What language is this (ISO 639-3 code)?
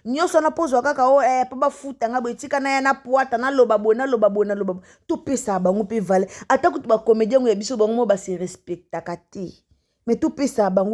lin